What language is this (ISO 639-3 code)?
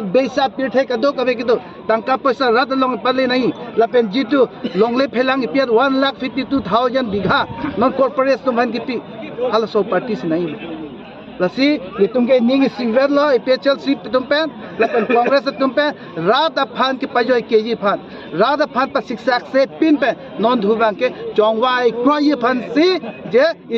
mjw